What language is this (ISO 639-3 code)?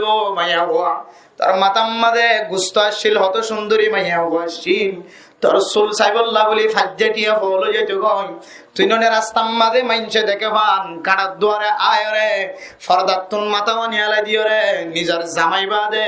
rhg